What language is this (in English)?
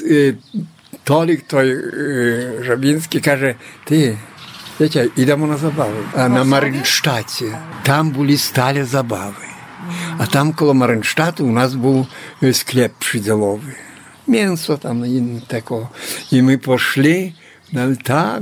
Ukrainian